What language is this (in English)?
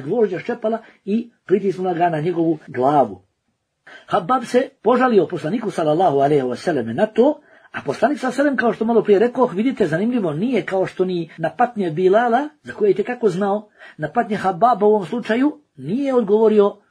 Bosnian